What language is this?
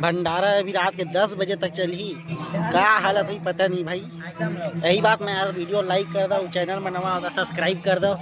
Chhattisgarhi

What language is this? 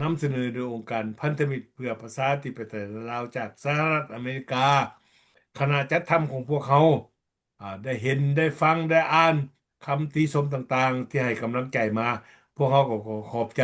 Lao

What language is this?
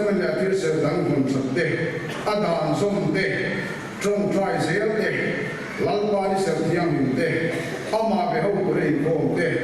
Mizo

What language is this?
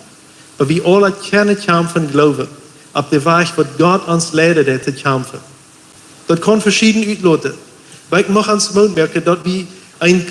Plautdietsch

